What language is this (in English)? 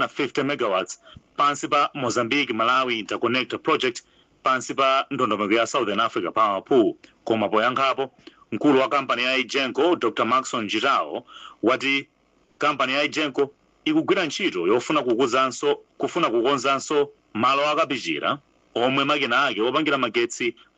Nyanja